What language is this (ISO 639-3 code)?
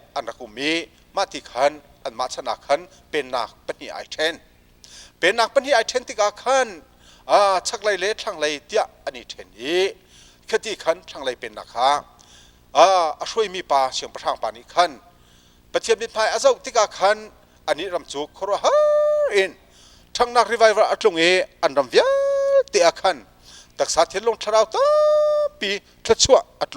cnh